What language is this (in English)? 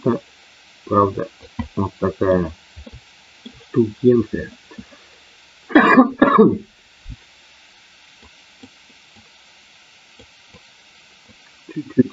Russian